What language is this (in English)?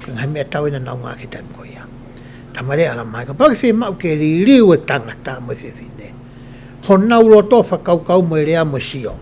Tongan